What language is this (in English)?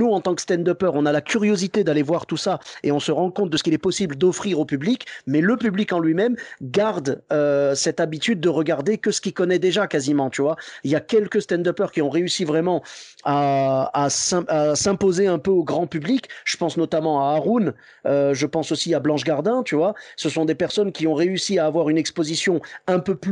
French